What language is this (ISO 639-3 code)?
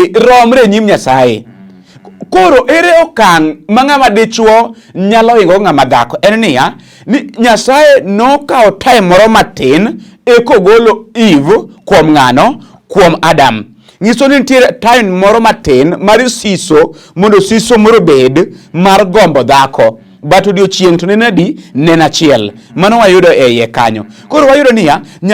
luo